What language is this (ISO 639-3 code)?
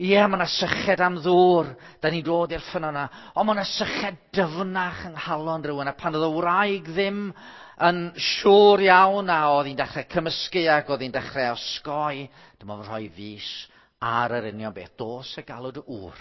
cym